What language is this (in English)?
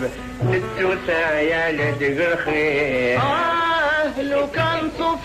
Kabyle